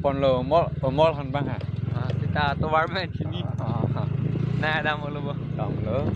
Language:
Karbi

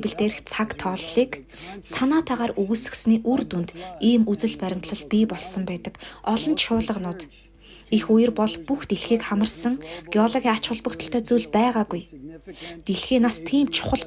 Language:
Mongolian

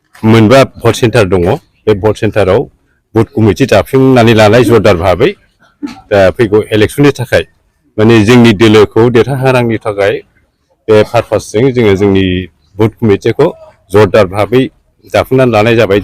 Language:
Bodo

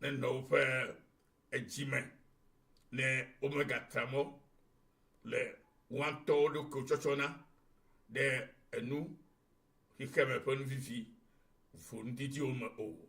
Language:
Ewe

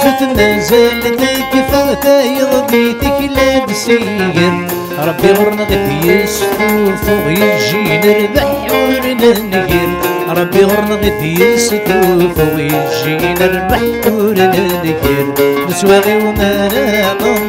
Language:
Kabyle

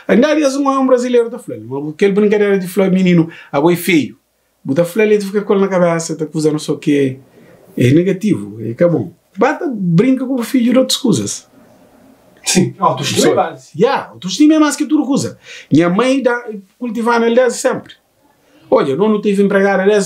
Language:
Kabuverdianu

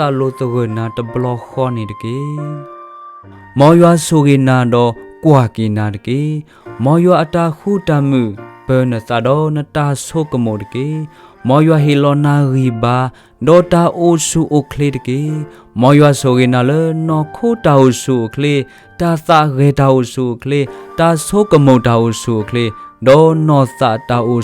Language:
S'gaw Karen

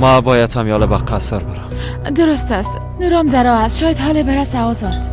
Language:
Persian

